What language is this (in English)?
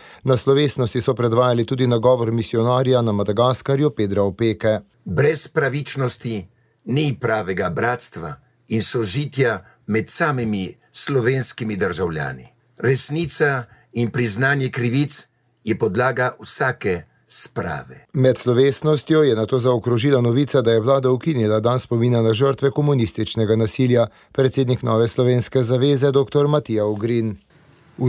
Slovenian